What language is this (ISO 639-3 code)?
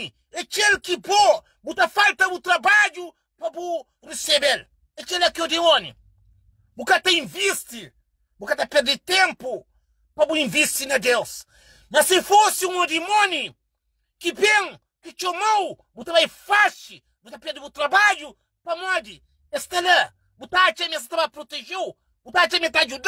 kea